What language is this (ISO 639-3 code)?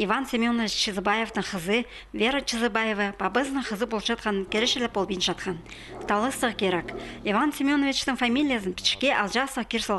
kjh